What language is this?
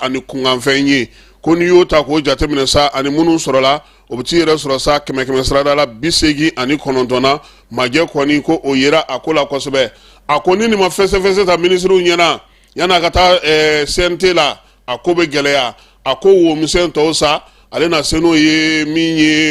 Bambara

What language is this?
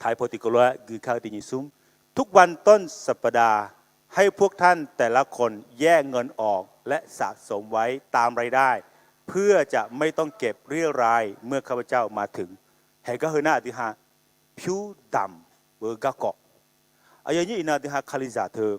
Akha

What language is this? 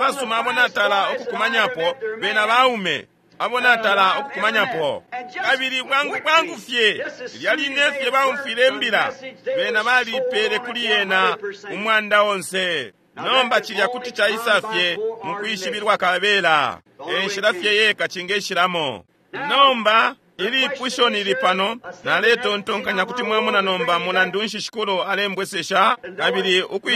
Bemba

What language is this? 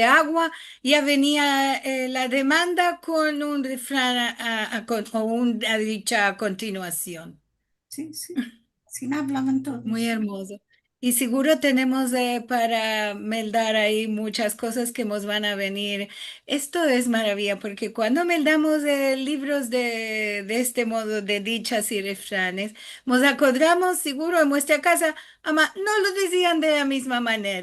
Ladino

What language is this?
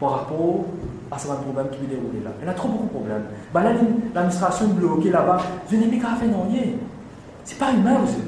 Morisyen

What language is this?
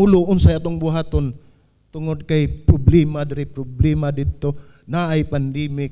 Cebuano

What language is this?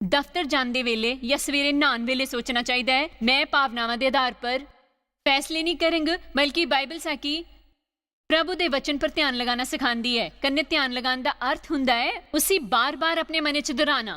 Dogri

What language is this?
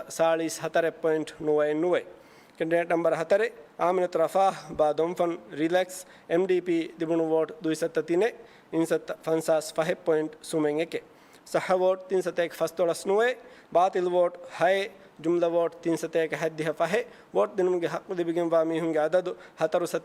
Divehi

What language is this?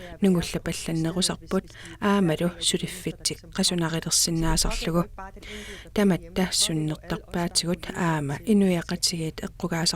Kalaallisut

